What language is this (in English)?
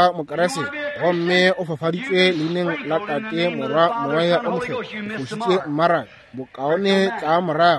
Northern Sotho